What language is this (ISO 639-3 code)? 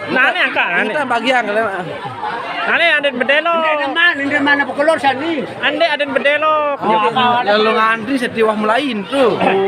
sas